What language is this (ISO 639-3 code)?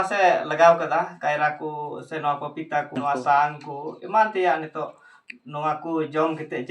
sat